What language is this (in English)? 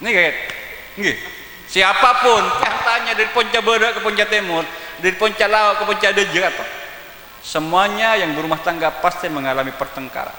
Madurese